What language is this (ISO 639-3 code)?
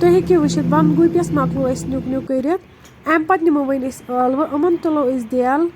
kas